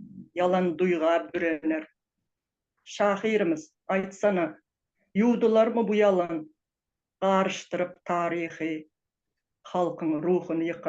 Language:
Turkmen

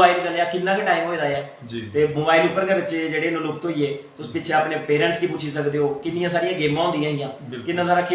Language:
Dogri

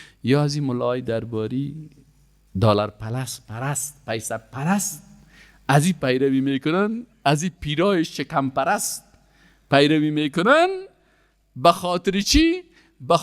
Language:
Persian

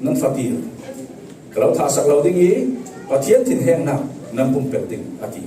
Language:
Falam Chin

